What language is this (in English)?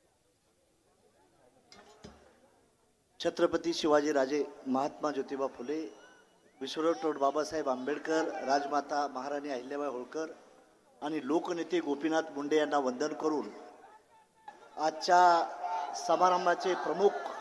Marathi